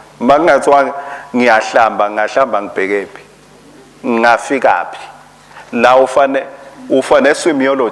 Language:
Swati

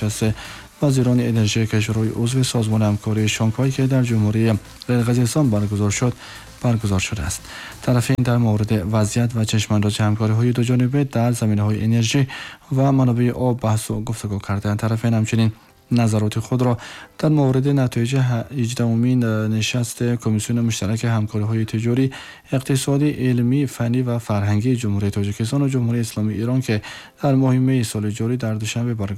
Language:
Tajik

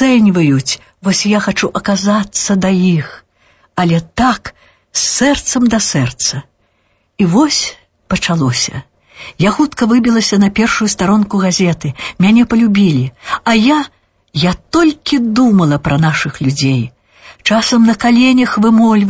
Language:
Belarusian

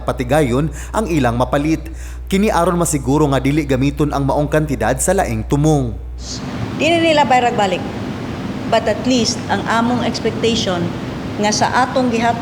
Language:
Cebuano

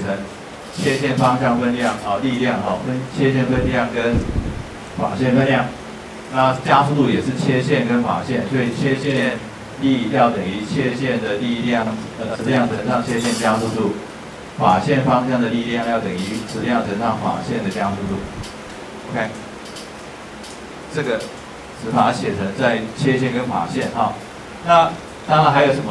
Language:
Chinese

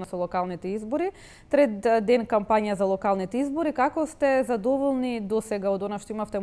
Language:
Macedonian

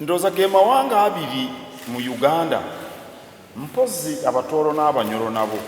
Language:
Soga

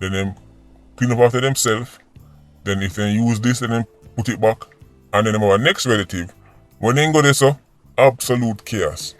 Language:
Jamaican Creole English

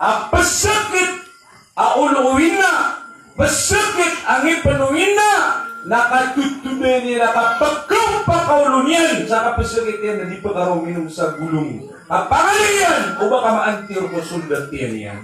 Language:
Maranao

